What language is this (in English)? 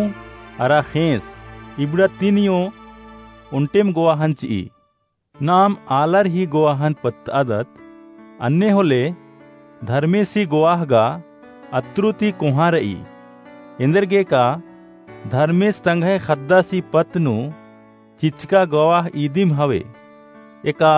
Kurukh